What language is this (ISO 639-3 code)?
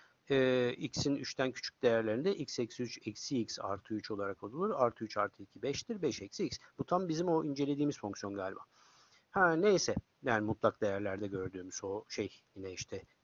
tur